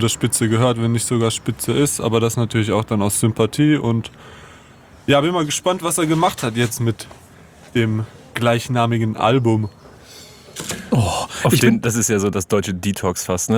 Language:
German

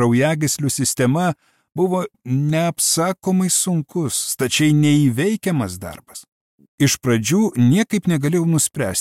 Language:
Lithuanian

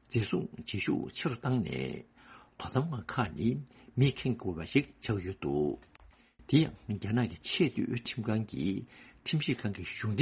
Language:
Tibetan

